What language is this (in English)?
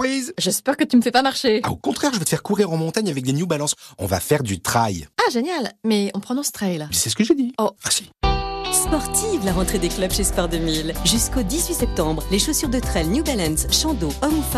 French